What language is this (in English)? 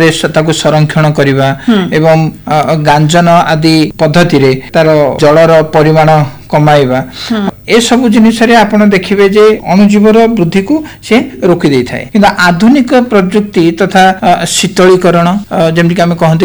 Odia